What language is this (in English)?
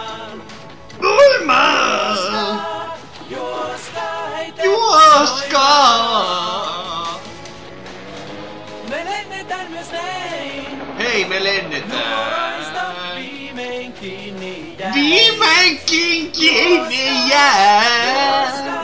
Finnish